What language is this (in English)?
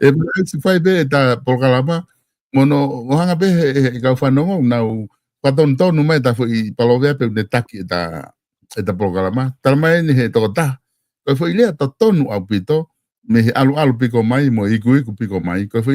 Tongan